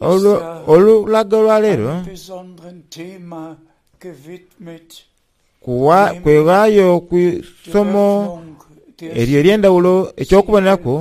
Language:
Soga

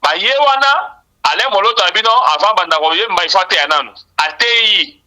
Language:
Lingala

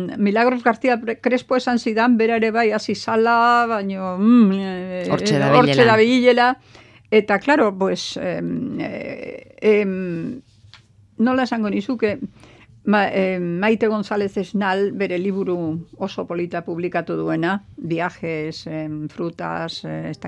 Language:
Basque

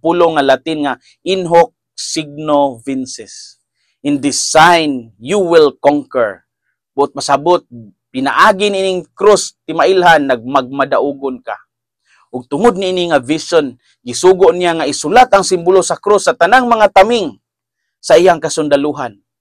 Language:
Cebuano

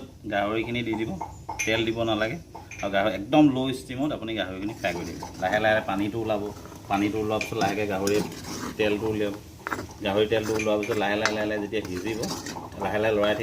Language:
Assamese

